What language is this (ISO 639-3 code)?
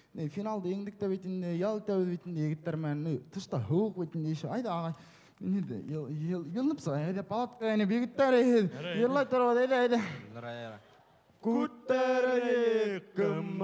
bak